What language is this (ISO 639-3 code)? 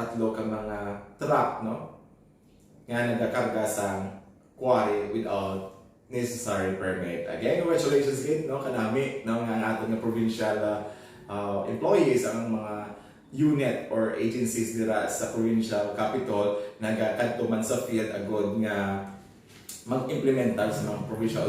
hil